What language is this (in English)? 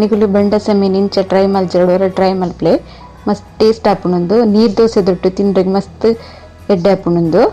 Tulu